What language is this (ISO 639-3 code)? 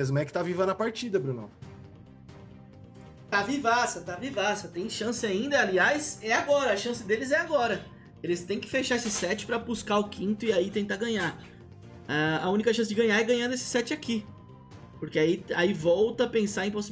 por